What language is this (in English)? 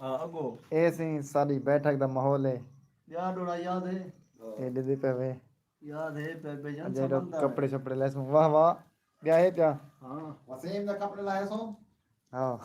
Saraiki